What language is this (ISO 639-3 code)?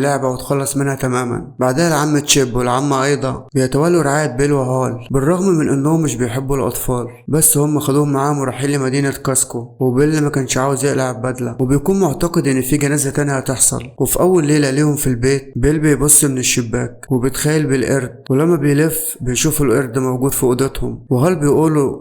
arz